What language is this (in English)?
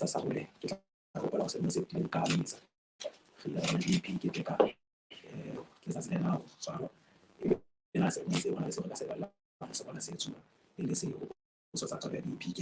Southern Sotho